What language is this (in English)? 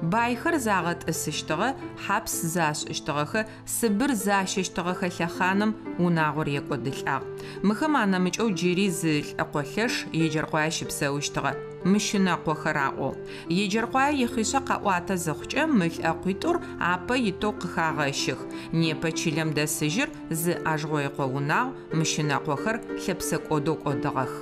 Adyghe